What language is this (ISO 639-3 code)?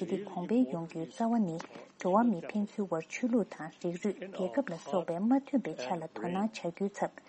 bod